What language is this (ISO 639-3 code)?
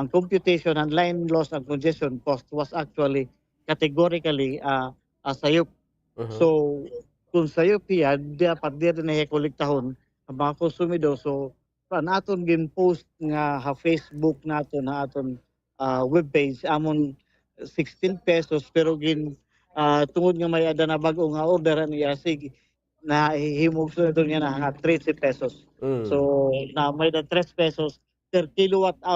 war